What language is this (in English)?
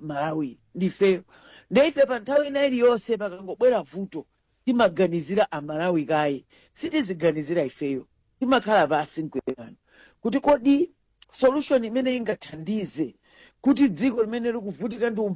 Nyanja